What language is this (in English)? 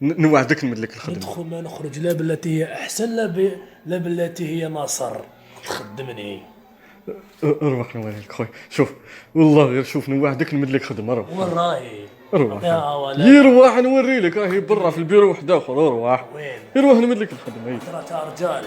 Kabyle